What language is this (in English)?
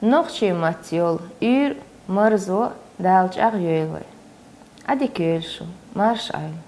Chechen